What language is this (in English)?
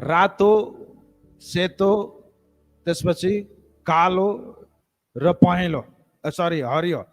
Nepali